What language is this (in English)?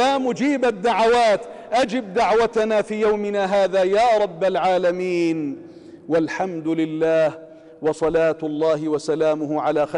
Arabic